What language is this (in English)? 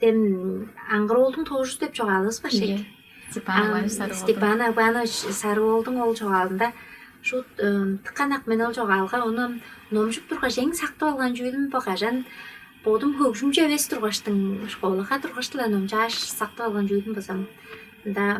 Tuvinian